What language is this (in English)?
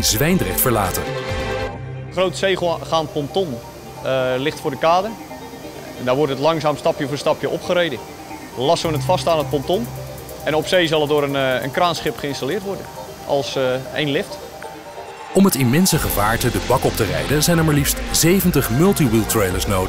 Dutch